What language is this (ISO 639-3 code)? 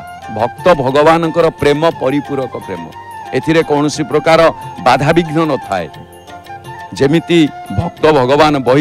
ori